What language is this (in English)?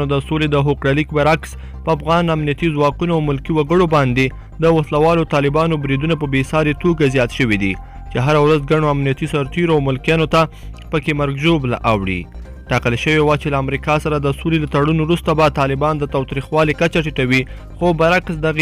Pashto